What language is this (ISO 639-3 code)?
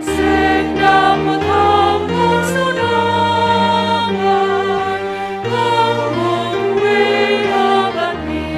bts